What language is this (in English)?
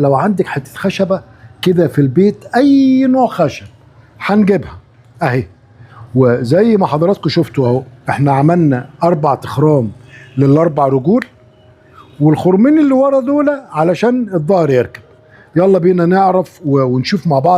Egyptian Arabic